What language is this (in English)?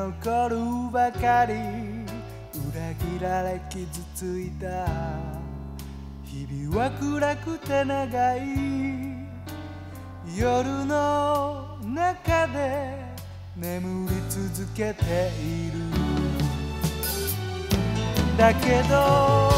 Japanese